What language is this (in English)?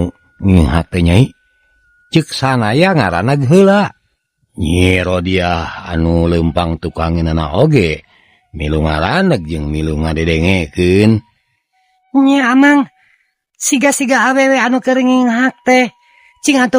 Sundanese